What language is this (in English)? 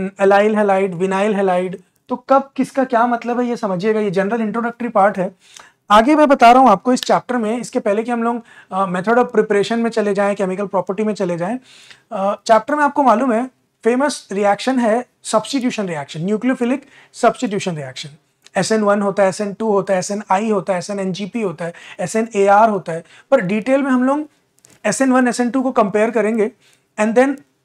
Hindi